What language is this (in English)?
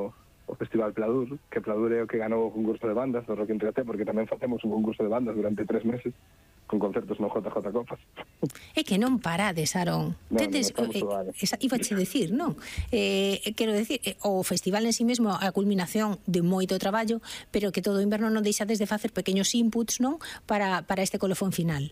Galician